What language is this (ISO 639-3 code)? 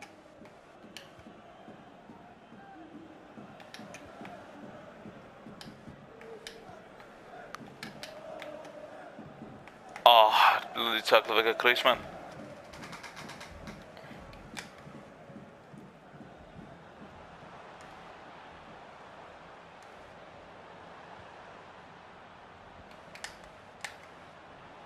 dan